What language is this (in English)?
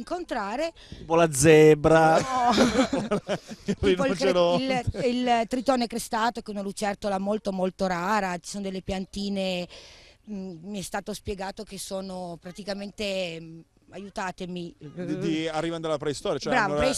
Italian